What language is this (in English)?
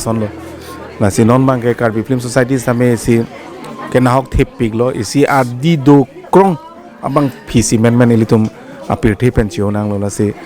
Karbi